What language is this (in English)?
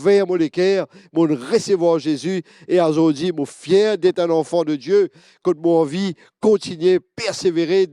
Morisyen